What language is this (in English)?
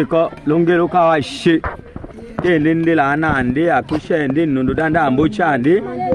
Tetela